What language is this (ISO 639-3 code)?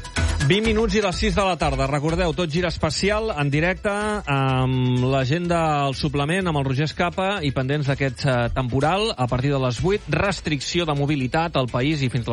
cat